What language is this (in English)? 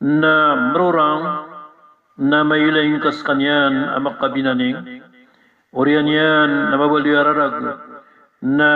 Maranao